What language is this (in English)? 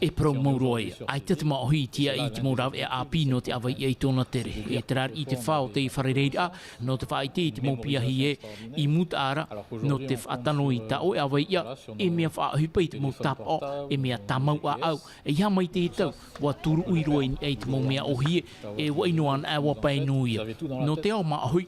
Tahitian